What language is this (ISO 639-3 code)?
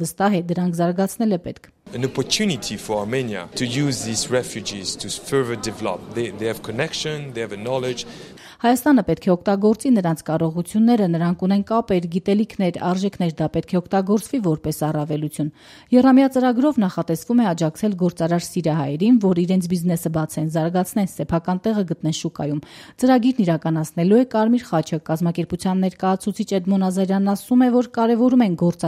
hye